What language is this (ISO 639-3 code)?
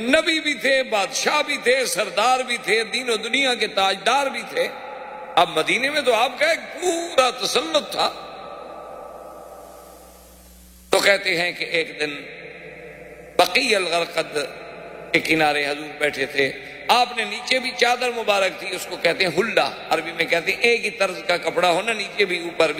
urd